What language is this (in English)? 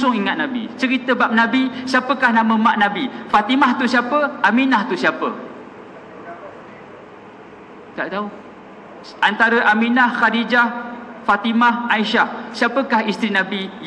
Malay